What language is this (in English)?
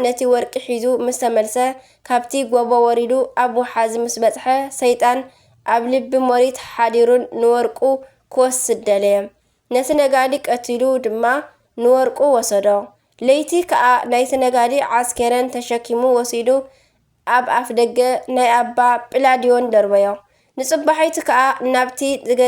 Tigrinya